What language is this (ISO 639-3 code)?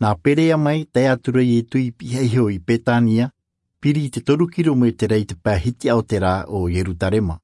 tah